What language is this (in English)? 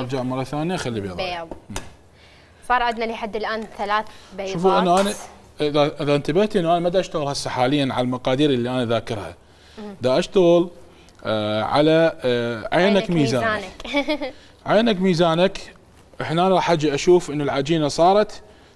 Mesopotamian Arabic